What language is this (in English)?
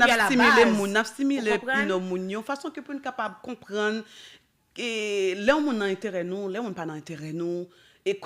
Haitian Creole